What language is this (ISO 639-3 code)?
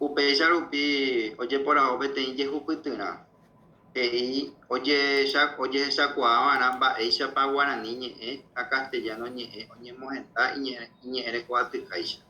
grn